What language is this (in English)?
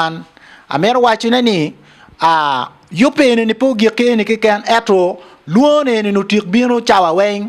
Acoli